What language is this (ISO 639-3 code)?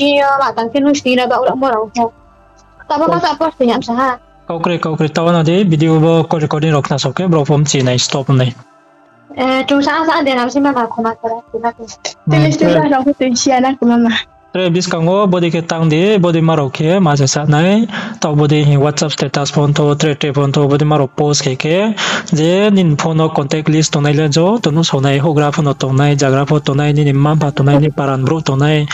ria